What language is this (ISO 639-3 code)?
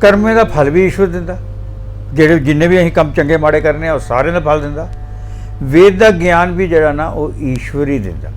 doi